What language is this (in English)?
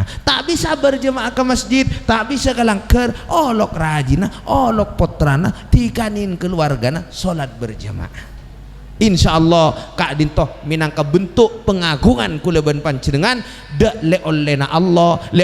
Madurese